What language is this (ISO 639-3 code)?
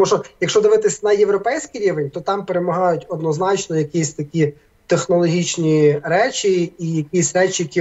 ukr